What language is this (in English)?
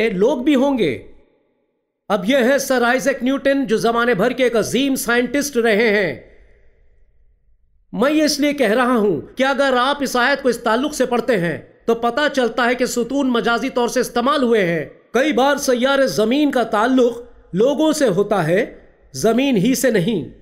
Urdu